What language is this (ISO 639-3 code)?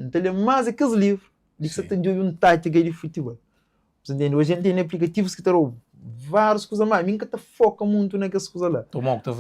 kea